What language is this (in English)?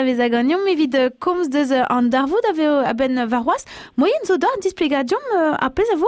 Breton